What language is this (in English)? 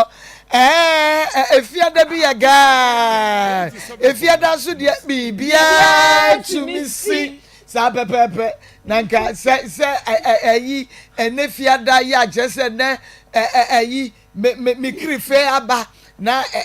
Akan